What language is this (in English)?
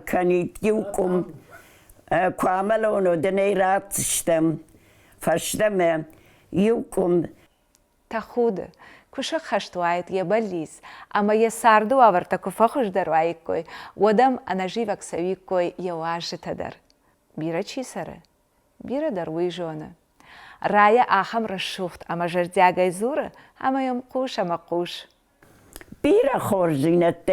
Ossetic